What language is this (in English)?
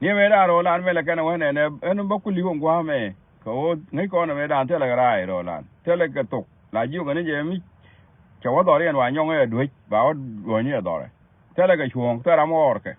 Nuer